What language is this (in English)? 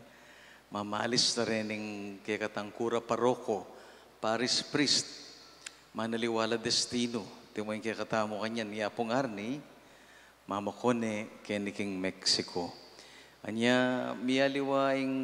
Pampanga